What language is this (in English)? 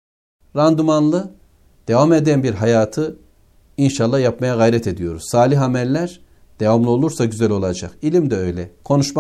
Turkish